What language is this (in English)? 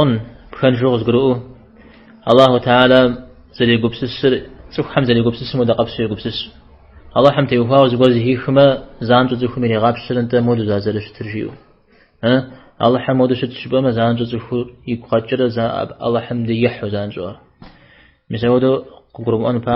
Kabardian